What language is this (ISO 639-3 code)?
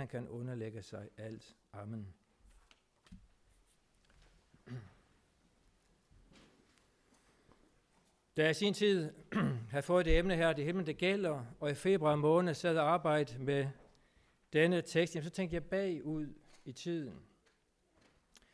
dan